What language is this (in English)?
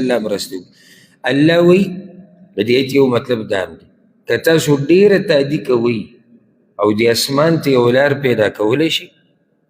Pashto